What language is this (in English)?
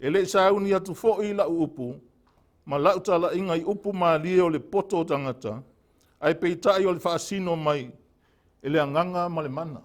Samoan